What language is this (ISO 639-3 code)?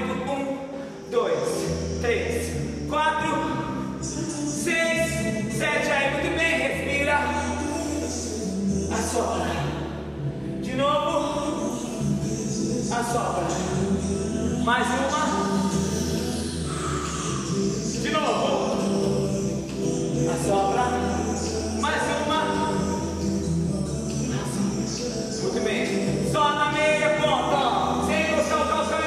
por